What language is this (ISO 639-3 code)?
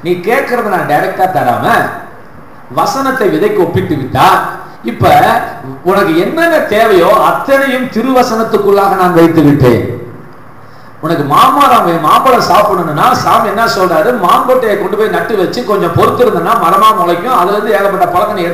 tam